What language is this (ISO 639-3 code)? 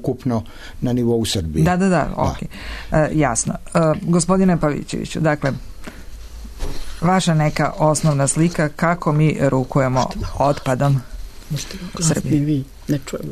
srp